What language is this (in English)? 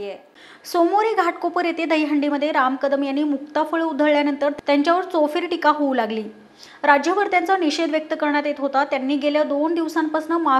Marathi